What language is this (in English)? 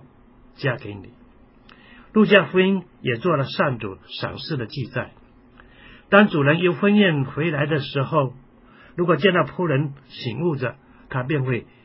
Chinese